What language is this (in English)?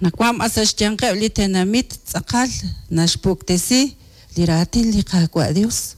Kekchí